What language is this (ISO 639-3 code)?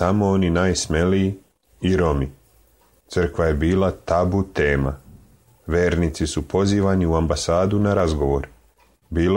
srp